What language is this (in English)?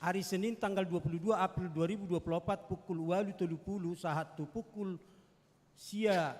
Batak Toba